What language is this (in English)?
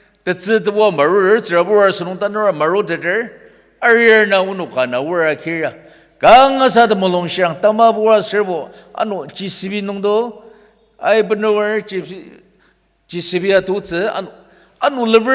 Ao Naga